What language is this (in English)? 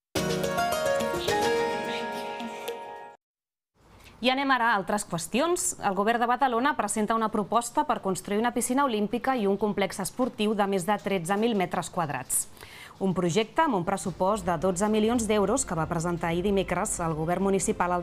Catalan